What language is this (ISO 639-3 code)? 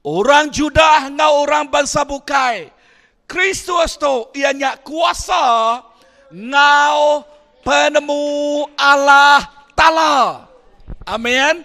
iba